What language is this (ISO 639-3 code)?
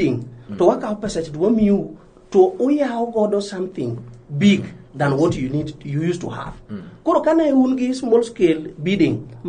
luo